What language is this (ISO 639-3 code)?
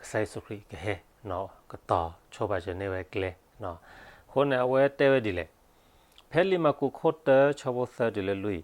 ksw